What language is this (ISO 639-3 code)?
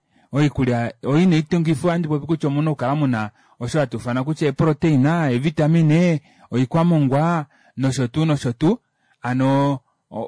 kua